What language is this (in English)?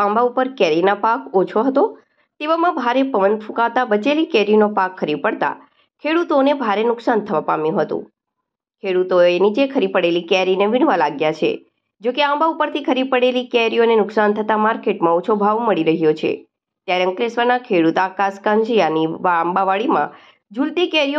Gujarati